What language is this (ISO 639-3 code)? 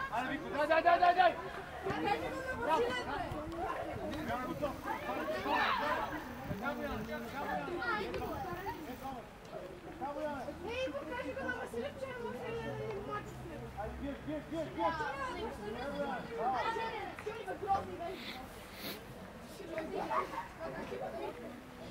bul